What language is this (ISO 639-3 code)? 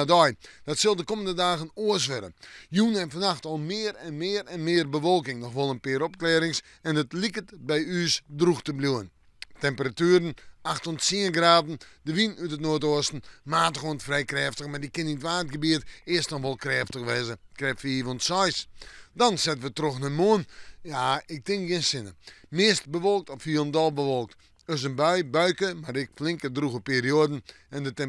fry